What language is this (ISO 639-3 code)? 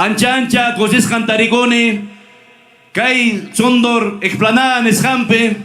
quy